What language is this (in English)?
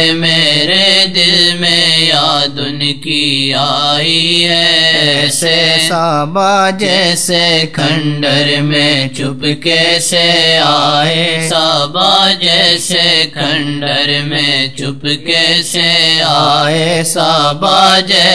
Urdu